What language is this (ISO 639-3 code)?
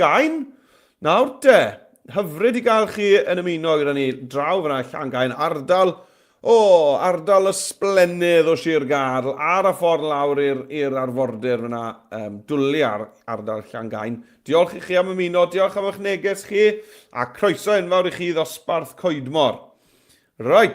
cym